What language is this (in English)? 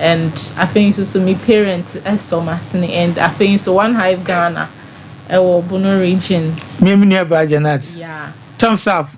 Akan